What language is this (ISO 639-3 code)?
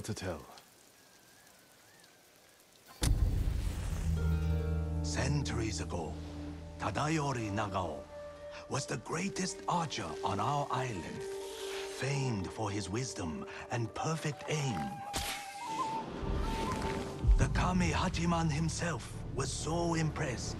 eng